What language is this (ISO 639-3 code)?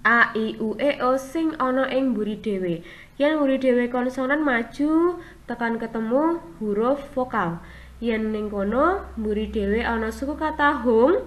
jav